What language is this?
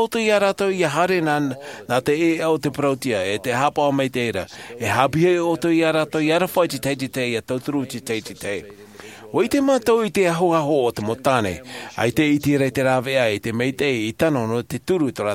Tahitian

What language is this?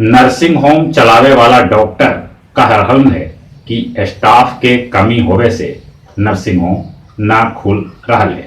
Magahi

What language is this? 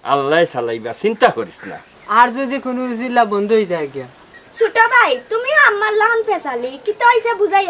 Sylheti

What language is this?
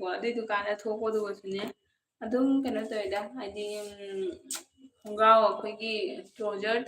Manipuri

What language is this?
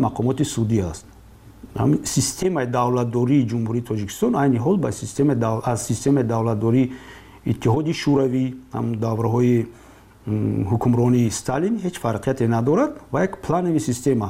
Tajik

